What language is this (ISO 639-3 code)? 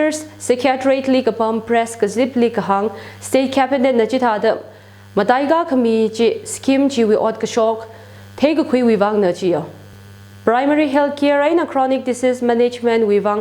nmf